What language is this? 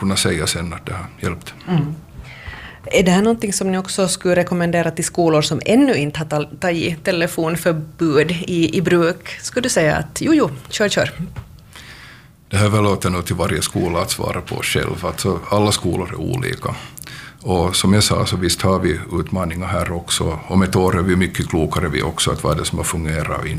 Swedish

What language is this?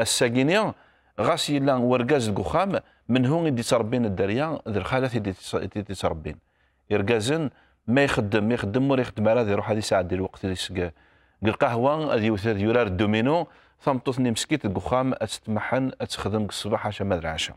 Kabyle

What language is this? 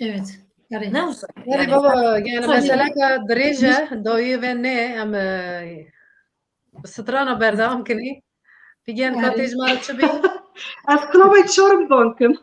Kurdish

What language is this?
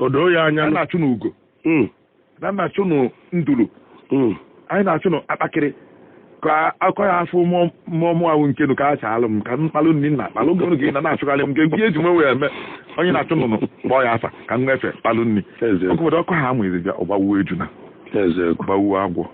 Igbo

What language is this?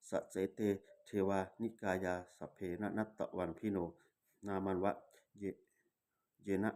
Pali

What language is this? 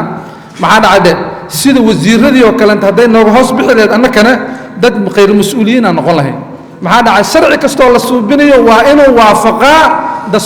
Somali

